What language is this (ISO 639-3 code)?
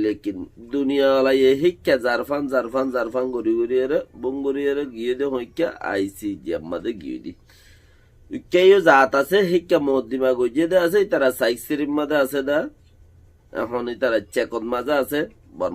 rhg